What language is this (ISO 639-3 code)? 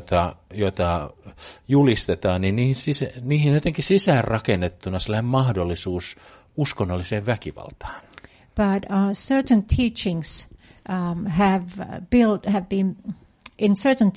fin